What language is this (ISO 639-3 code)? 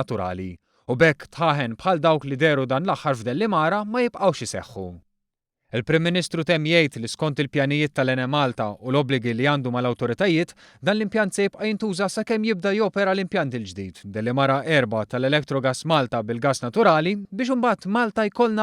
mlt